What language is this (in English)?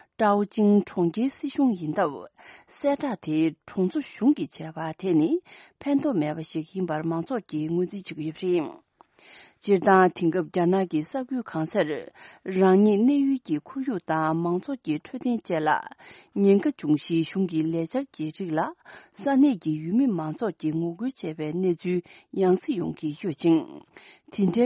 Tibetan